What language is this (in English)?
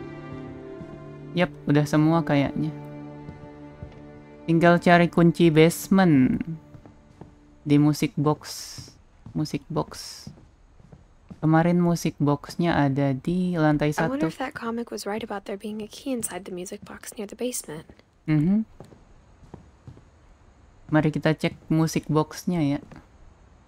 Indonesian